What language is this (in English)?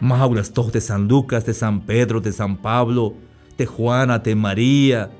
Tzeltal